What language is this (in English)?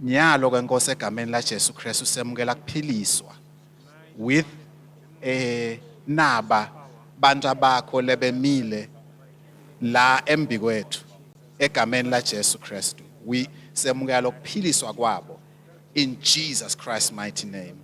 Swati